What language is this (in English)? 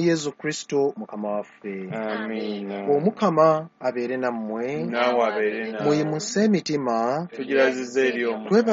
Ganda